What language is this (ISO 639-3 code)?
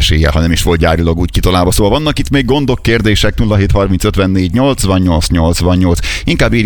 hun